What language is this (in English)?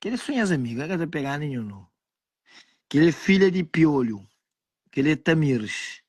Kabuverdianu